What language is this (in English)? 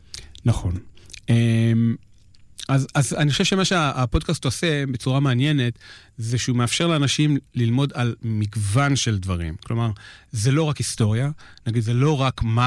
Hebrew